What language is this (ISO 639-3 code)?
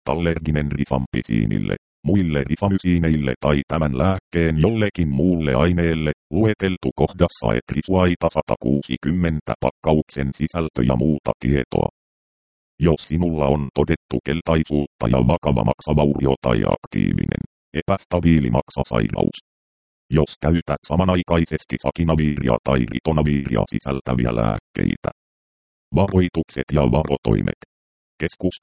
fin